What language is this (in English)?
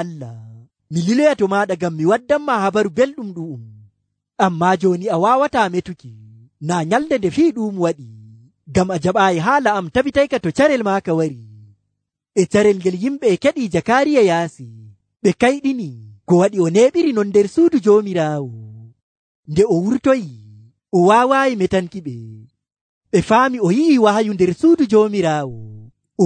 Nigerian Fulfulde